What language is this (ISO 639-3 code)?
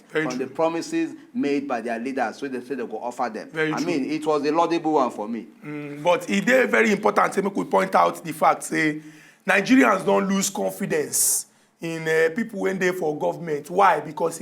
pcm